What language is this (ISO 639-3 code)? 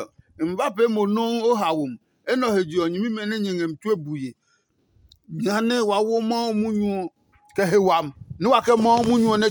ada